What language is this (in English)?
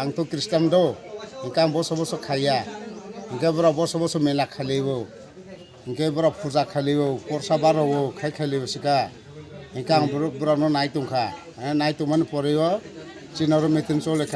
Kok Borok